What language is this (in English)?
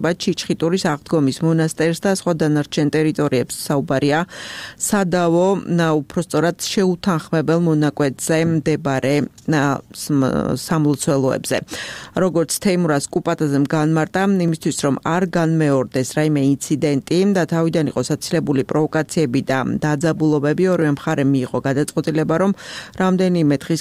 Georgian